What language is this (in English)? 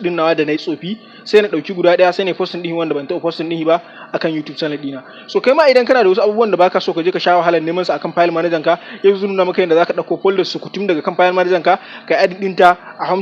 Hausa